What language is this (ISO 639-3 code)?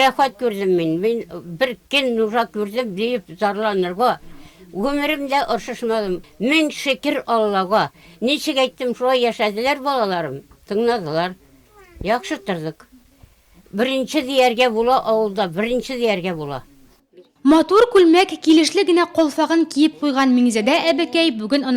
tat